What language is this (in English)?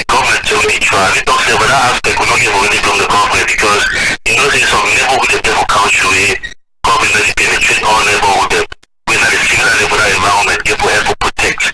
Cameroon Pidgin